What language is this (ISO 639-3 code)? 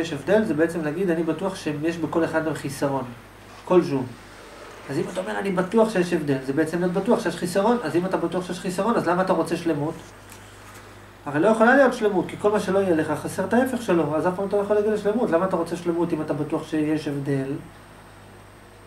heb